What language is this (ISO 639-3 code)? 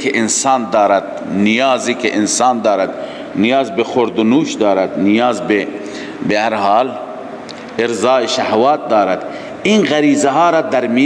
fas